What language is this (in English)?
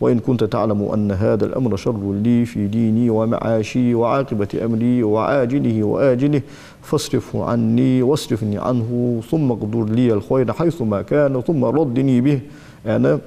Ingush